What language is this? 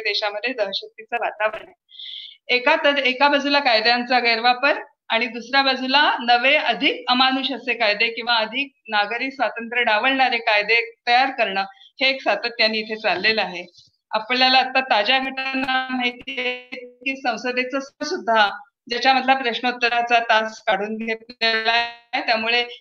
Marathi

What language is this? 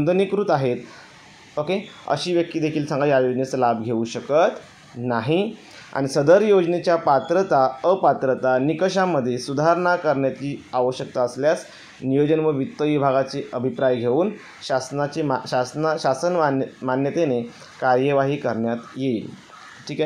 Marathi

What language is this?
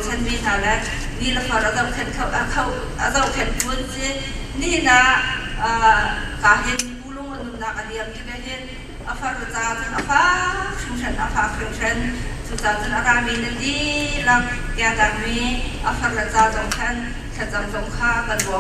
Hakha Chin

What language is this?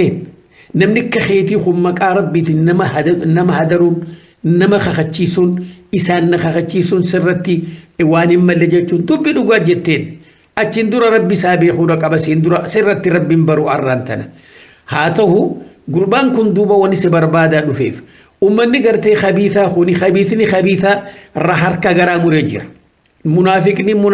Oromo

